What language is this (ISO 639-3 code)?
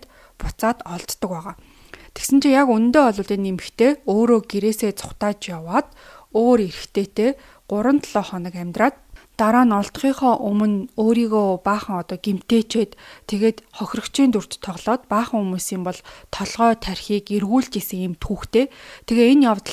mon